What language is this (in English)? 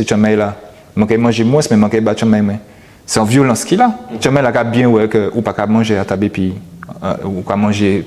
Guadeloupean Creole French